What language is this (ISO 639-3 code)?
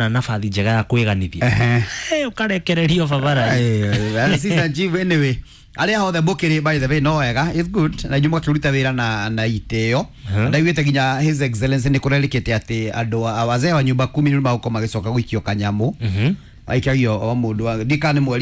kik